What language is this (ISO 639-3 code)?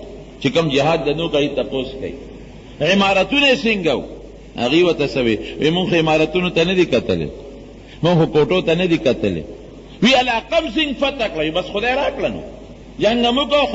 pus